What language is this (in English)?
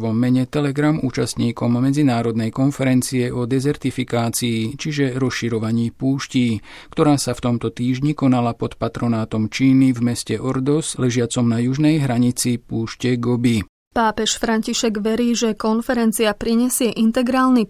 Slovak